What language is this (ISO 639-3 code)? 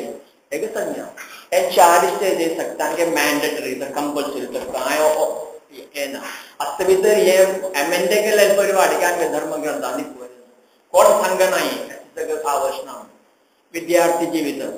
kok